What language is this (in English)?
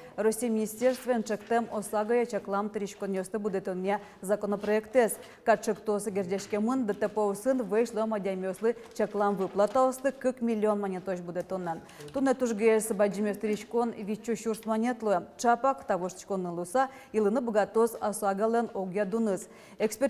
Udmurt